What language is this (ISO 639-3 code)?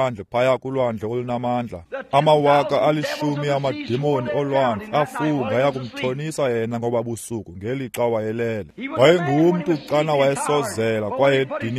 xho